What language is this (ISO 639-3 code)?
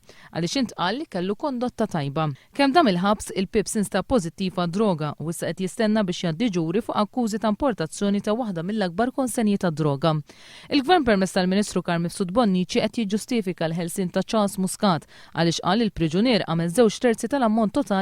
mlt